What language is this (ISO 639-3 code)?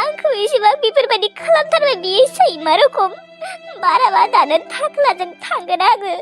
brx